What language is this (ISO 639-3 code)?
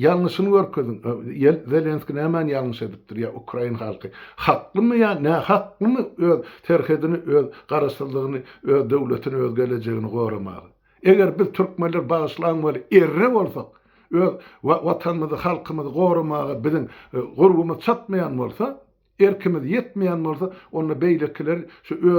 tuk